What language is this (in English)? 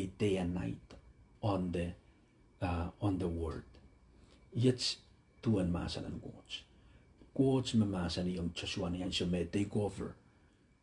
Pohnpeian